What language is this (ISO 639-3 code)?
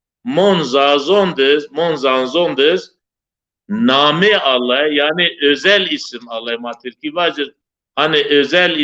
zza